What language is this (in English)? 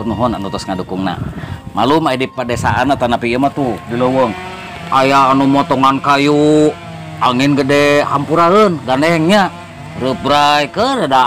Sundanese